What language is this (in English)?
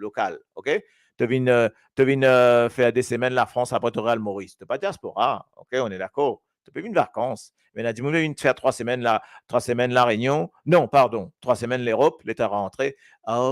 Morisyen